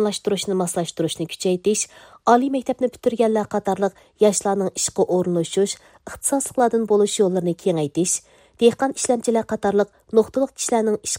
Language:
Uyghur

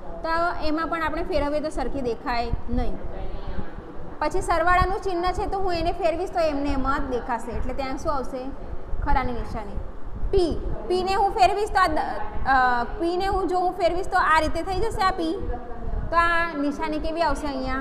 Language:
Gujarati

